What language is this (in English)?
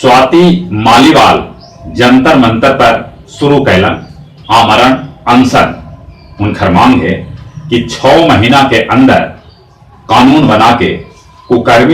Magahi